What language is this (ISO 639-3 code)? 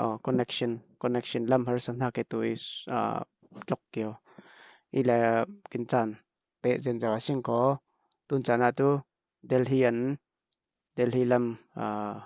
cfm